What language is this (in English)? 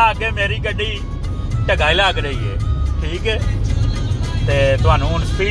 Punjabi